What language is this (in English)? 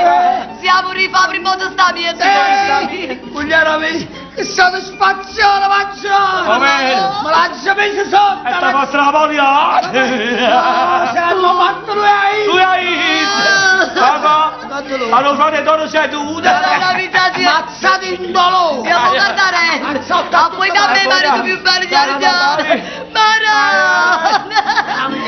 Neapolitan